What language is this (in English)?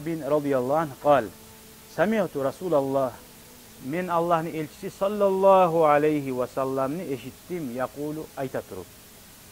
Kumyk